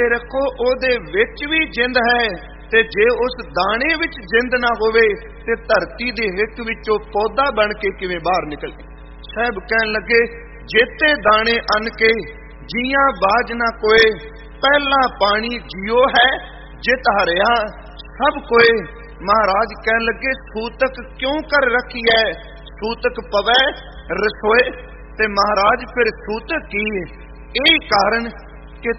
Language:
Punjabi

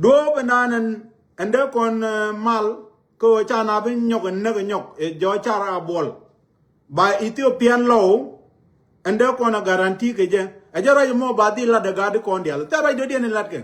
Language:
Nuer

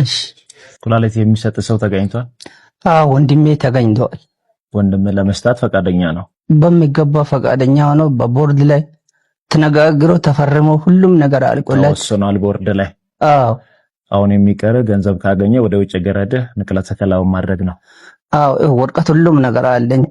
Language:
Amharic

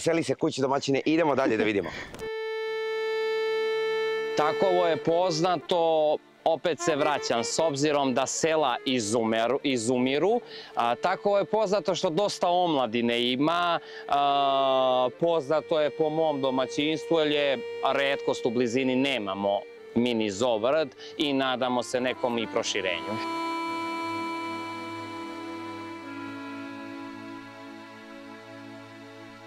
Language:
Serbian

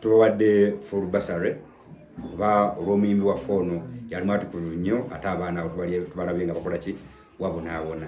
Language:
Ganda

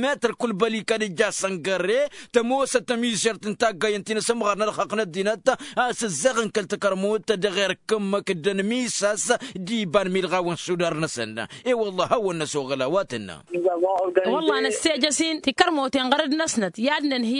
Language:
Tamasheq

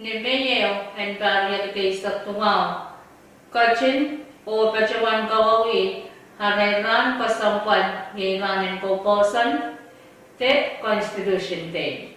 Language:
Pohnpeian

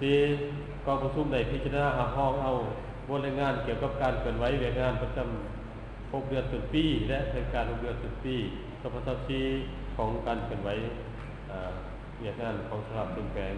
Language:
Lao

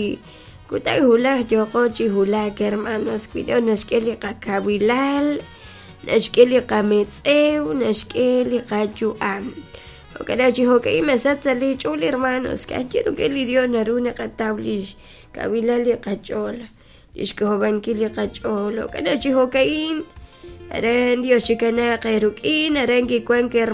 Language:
Kekchí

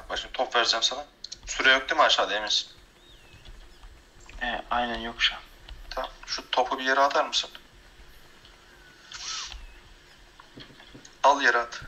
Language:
Turkish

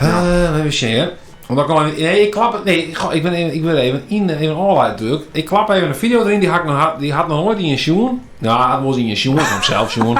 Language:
Western Frisian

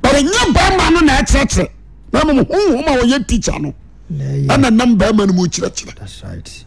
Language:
Akan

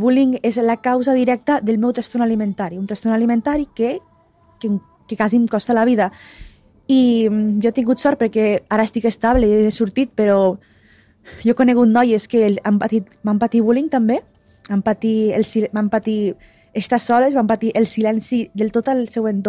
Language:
Catalan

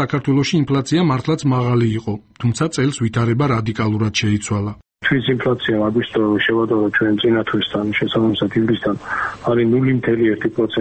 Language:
Georgian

